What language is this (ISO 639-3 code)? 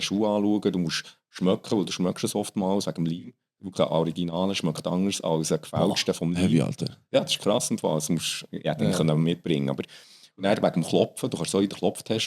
gsw